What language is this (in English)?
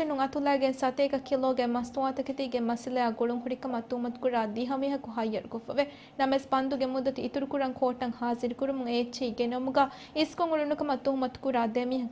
Divehi